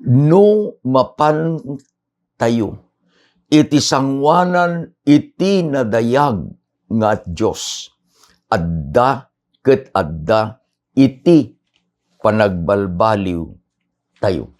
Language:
Iloko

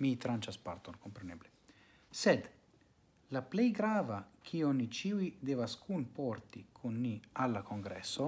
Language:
Esperanto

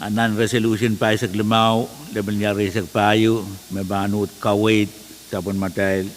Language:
Pohnpeian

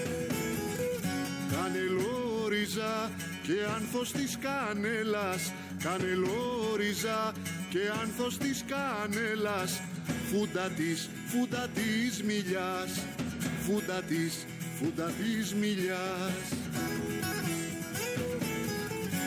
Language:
Greek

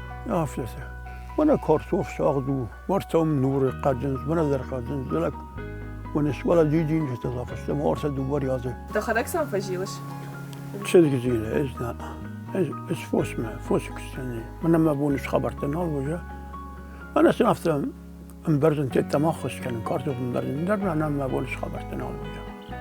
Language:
Ossetic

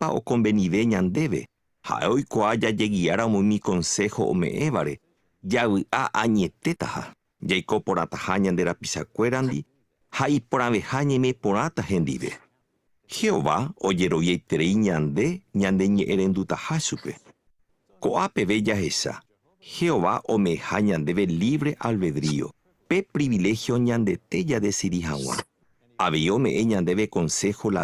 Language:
Guarani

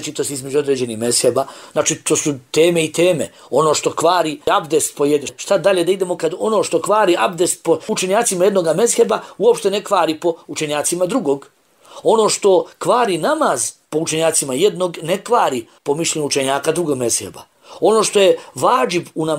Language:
Bosnian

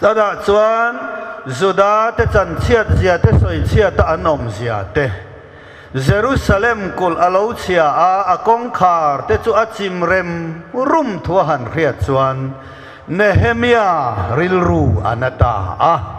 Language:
Mizo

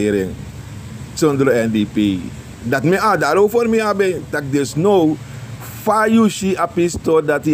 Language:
Sranan Tongo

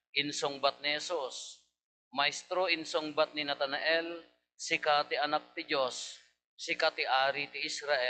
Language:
Iloko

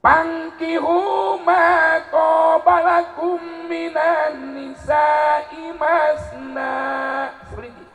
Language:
Sundanese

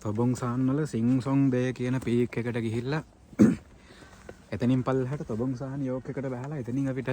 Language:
Sinhala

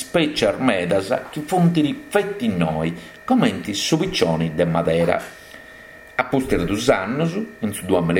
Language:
Sardinian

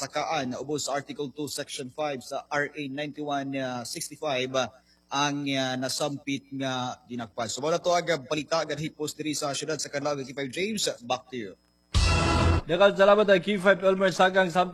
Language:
Cebuano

